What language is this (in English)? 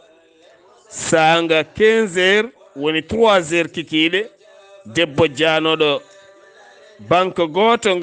Fula